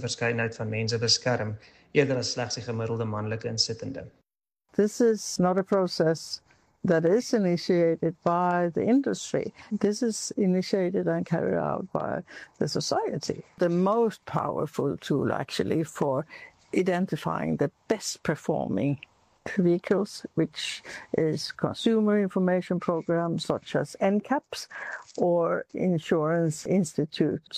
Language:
Afrikaans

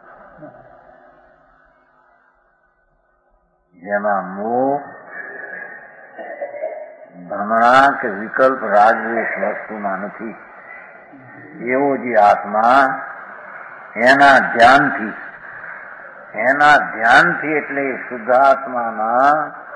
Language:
Gujarati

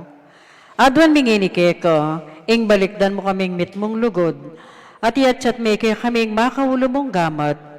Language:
Pampanga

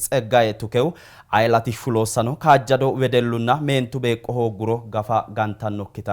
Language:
Sidamo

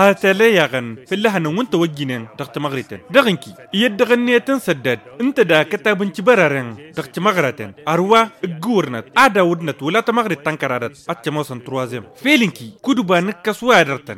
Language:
Tamasheq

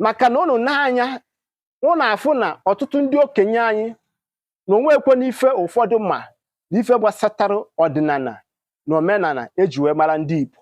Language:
Igbo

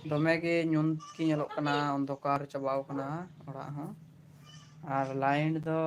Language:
Santali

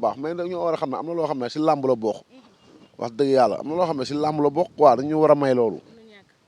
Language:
Wolof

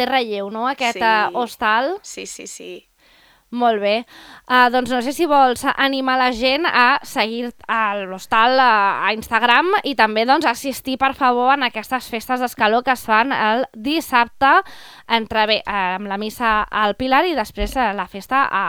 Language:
Catalan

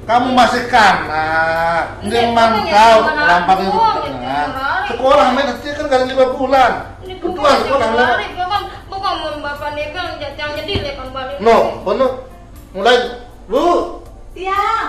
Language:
Sasak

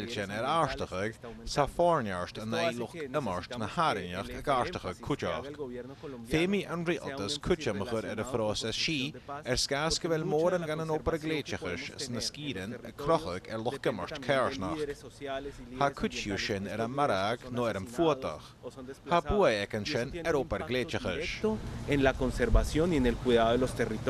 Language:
Scottish Gaelic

